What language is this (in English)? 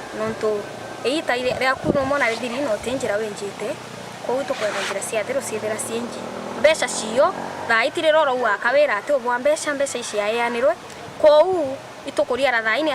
Meru